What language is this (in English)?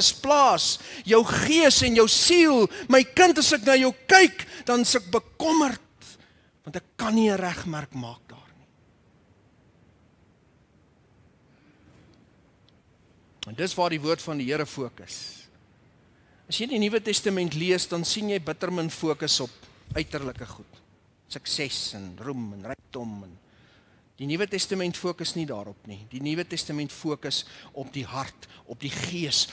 Afrikaans